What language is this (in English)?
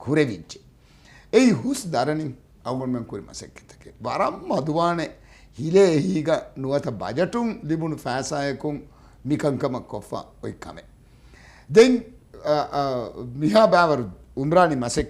Divehi